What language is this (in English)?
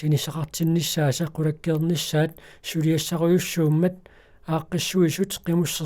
Kalaallisut